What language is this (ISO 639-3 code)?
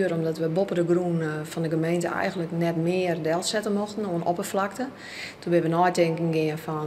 fry